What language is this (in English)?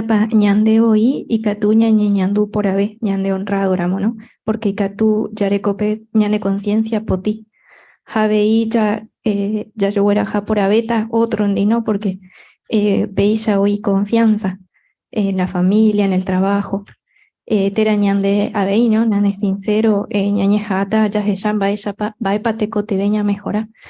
Guarani